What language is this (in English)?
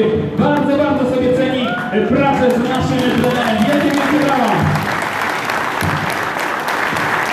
Polish